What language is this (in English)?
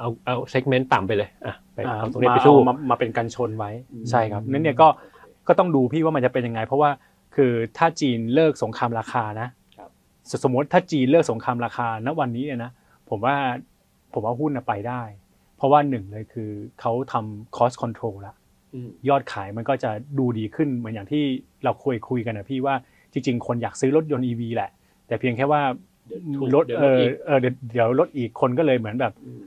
Thai